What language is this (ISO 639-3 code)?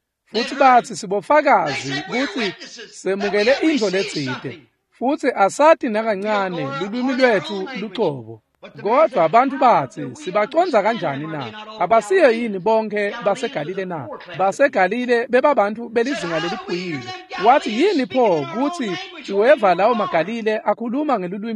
ssw